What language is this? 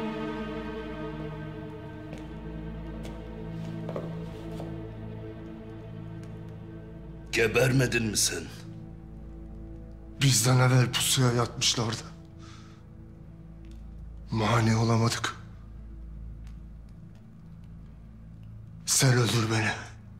Turkish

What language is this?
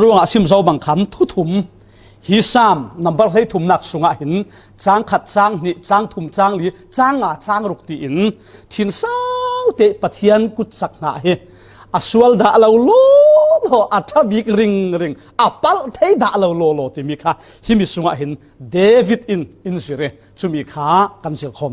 Falam Chin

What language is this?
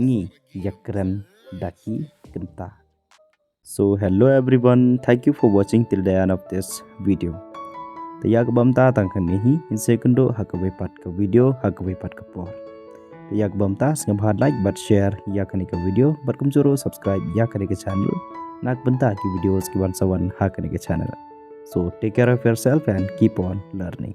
Khasi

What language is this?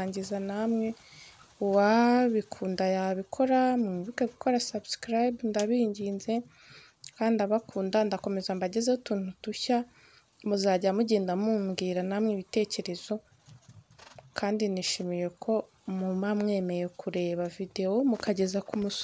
Kinyarwanda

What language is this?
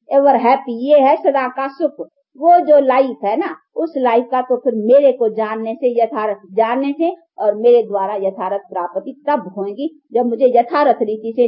Hindi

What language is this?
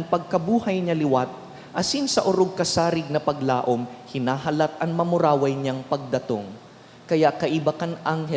Bikol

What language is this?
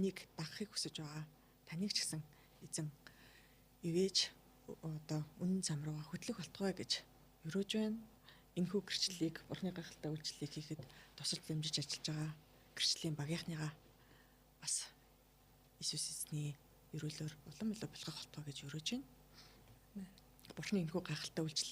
Mongolian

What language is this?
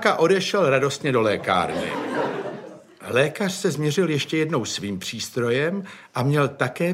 Czech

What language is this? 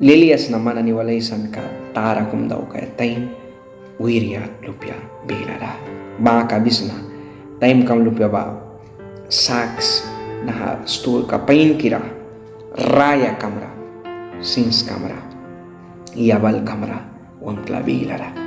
Mískito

